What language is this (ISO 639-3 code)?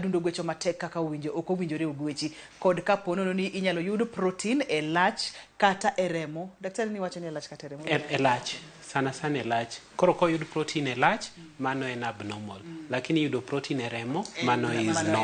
luo